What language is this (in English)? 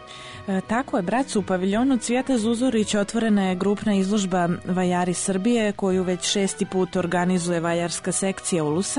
Serbian